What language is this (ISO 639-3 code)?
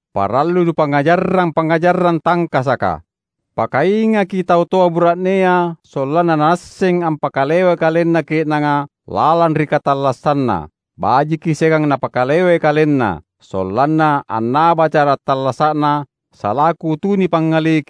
mak